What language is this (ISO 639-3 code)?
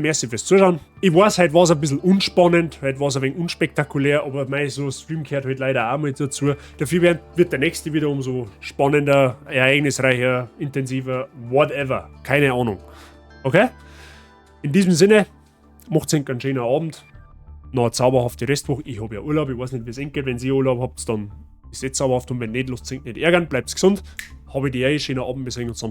bar